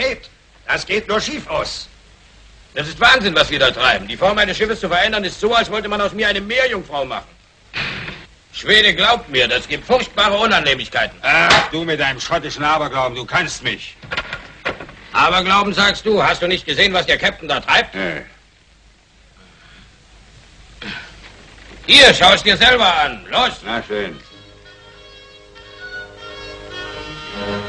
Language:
German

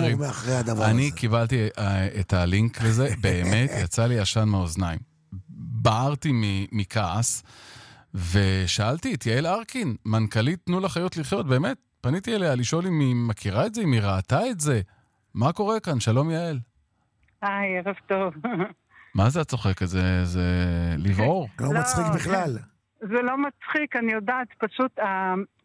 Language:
Hebrew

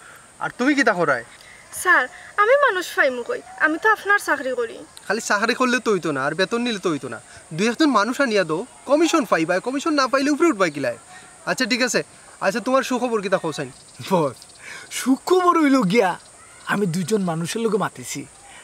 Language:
Sylheti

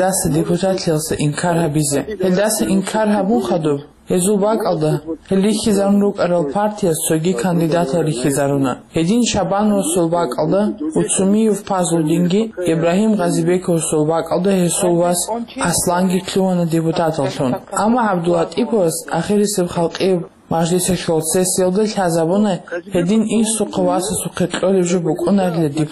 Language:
Avaric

